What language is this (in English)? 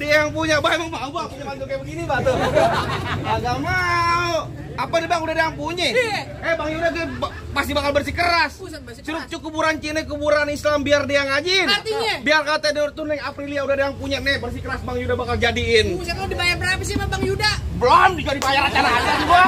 Betawi